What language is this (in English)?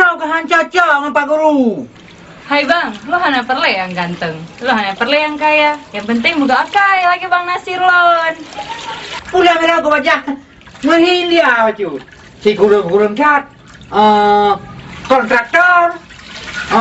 Achinese